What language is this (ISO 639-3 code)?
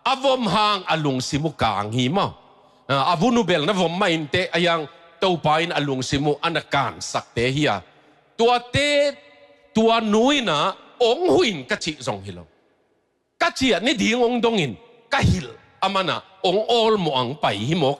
ctd